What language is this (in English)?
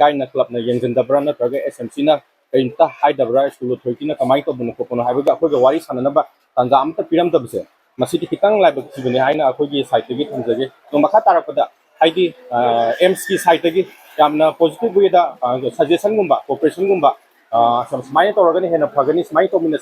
Manipuri